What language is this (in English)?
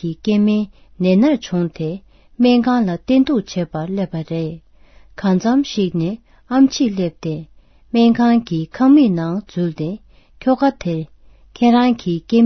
Tibetan